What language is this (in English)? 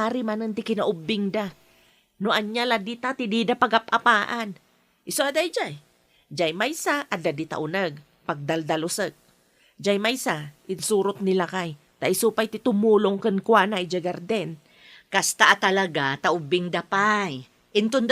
Iloko